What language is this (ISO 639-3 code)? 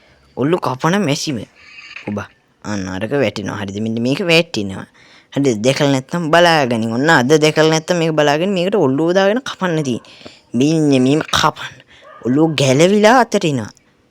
sin